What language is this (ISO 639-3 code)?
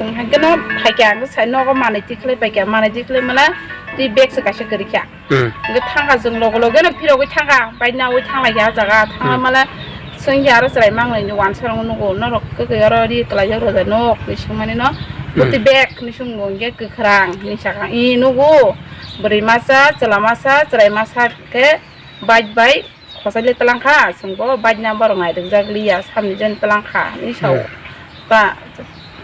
trp